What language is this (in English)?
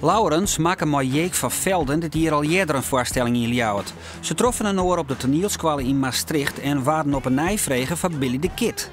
Western Frisian